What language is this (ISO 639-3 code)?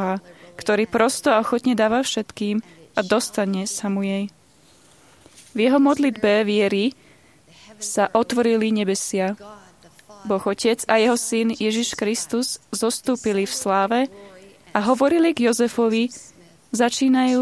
slk